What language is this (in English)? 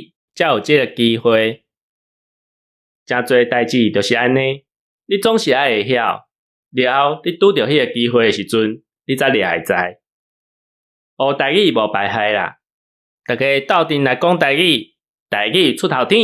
Min Nan Chinese